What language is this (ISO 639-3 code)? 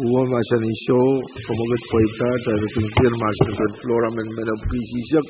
pon